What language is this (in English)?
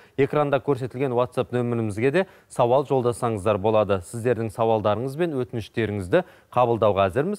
Kazakh